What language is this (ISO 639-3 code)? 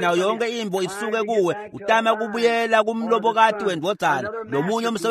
ssw